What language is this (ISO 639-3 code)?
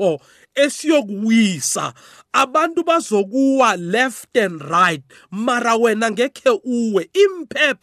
nbl